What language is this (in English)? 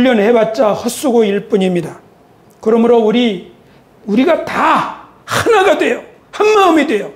Korean